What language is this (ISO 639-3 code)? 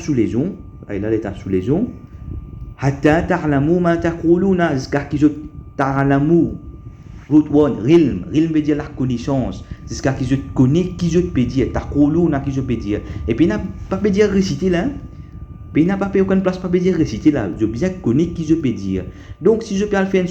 mfe